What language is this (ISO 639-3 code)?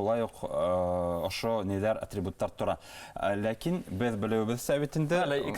bak